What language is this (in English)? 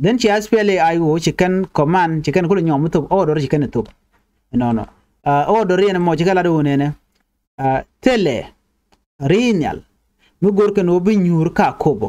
Nuer